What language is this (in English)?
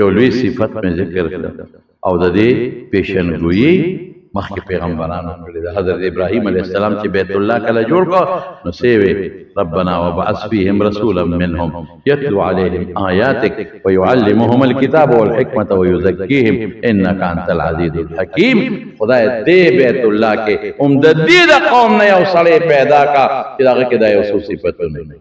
Pashto